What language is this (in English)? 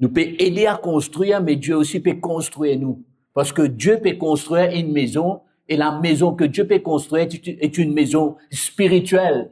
Morisyen